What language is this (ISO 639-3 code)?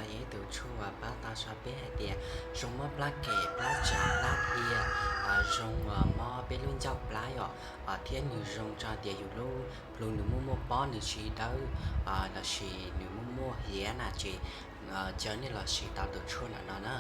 hmn